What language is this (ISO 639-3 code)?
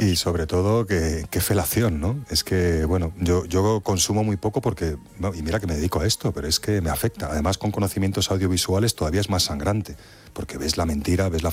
spa